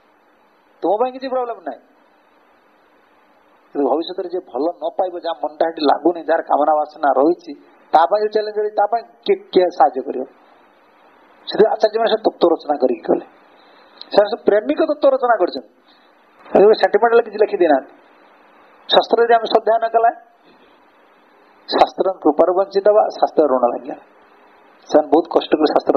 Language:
Odia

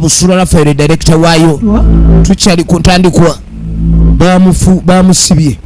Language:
Ganda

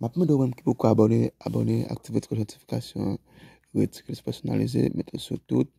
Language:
Haitian Creole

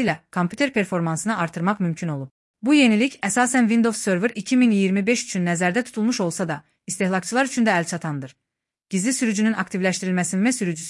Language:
Azerbaijani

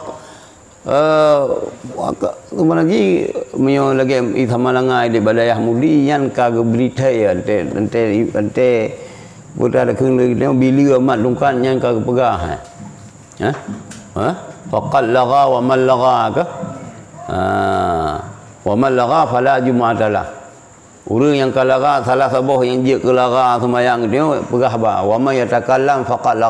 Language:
Achinese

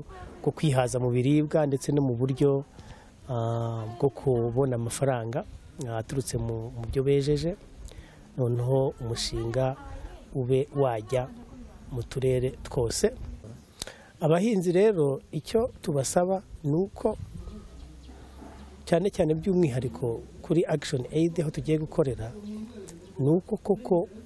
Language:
Kinyarwanda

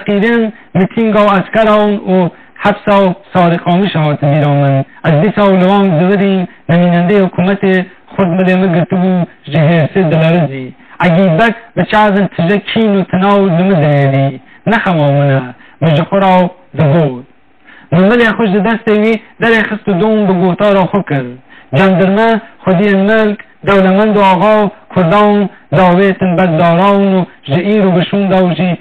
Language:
Kurdish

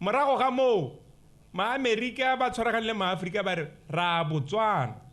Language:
Tswana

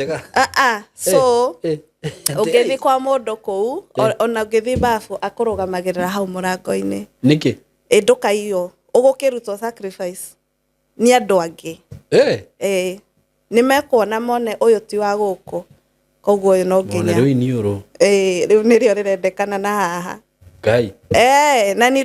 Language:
Kikuyu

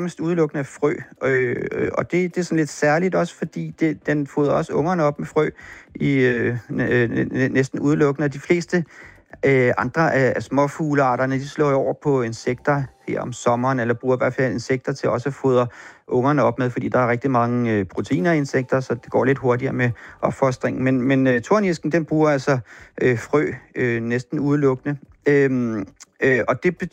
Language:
Danish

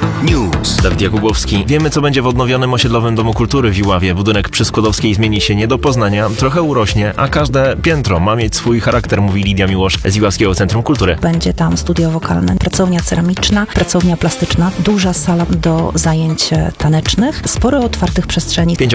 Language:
Polish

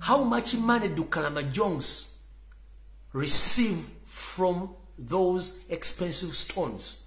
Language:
Ganda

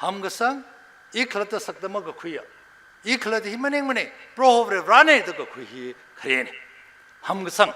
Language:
Tangkhul Naga (India)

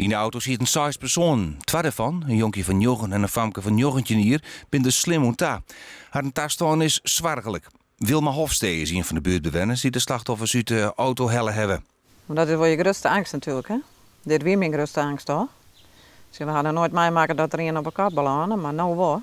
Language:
Western Frisian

